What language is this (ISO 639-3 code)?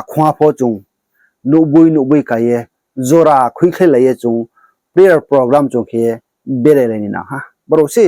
ria